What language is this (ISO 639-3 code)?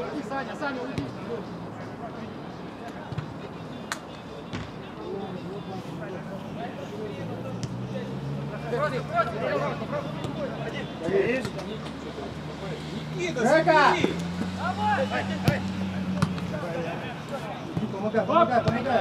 rus